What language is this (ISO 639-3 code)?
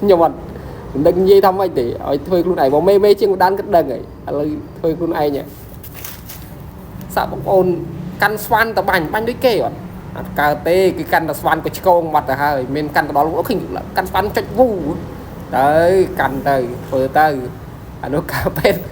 khm